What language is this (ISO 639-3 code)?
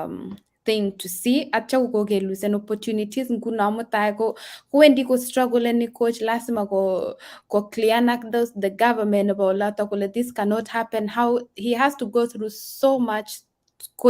kln